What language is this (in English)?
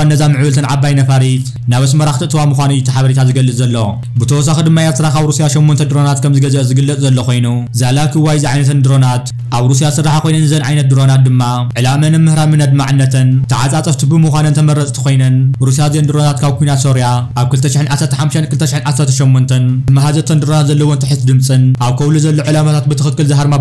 Tigrinya